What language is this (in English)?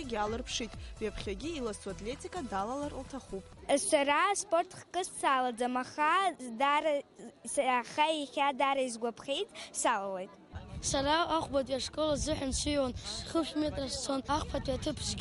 Abkhazian